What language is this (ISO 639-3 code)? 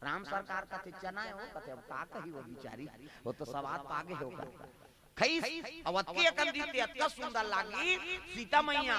hne